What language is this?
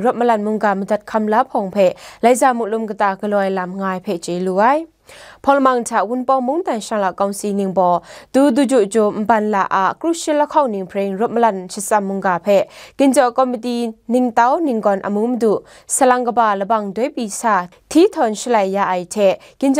Kachin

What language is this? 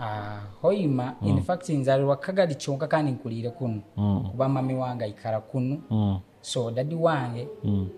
Nyoro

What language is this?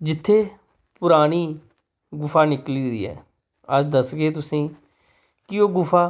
Dogri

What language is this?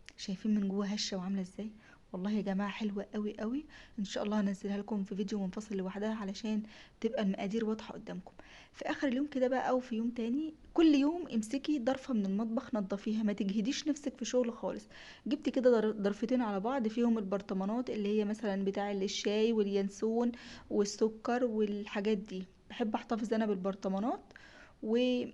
Egyptian Arabic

